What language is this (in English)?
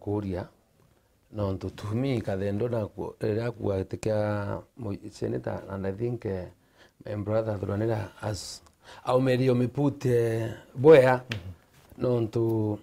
Meru